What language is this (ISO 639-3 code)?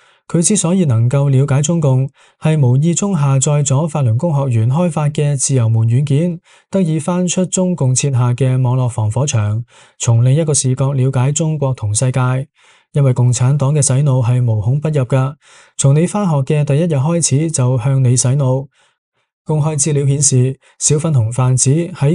yue